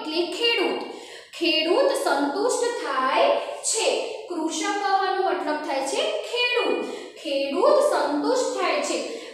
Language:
Gujarati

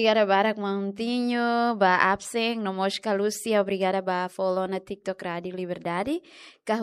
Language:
Tetum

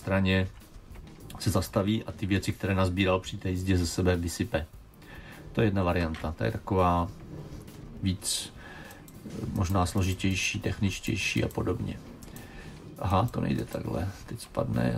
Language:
Czech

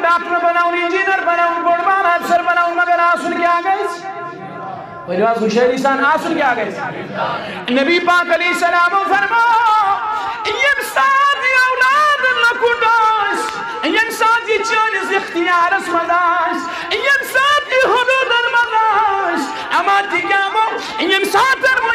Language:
Kashmiri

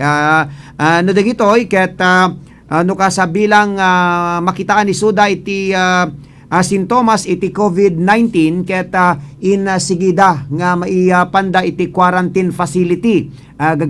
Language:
Iloko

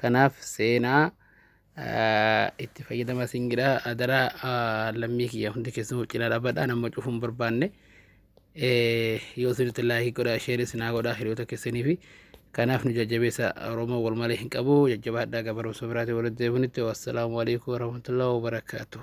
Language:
Oromo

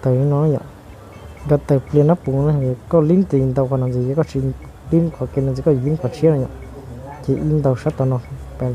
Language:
Hmong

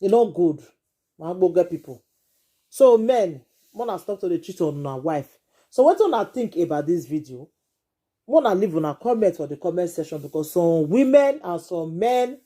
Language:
Nigerian Pidgin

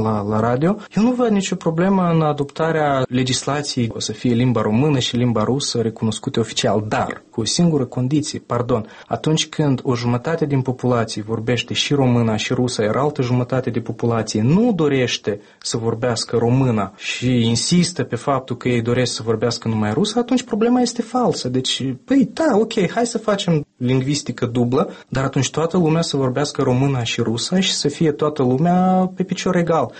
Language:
Romanian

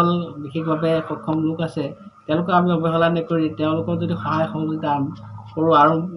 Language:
Assamese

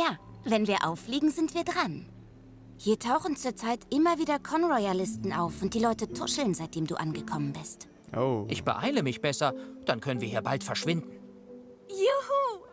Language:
Swiss German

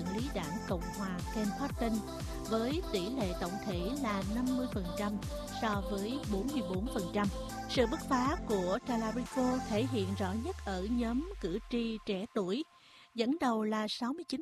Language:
Vietnamese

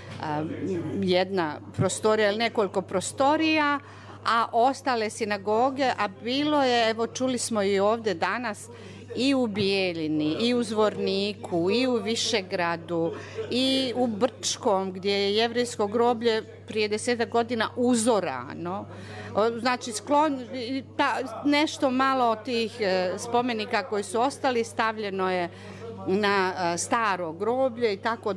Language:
Bosnian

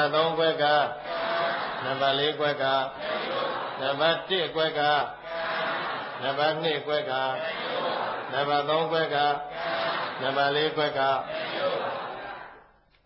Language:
Burmese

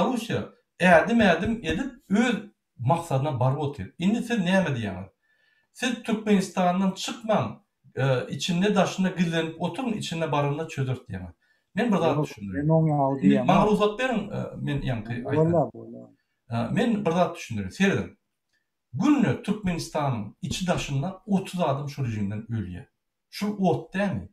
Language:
Turkmen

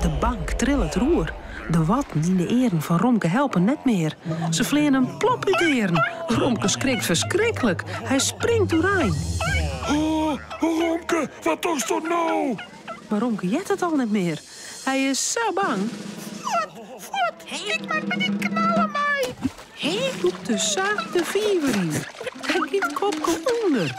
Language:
Western Frisian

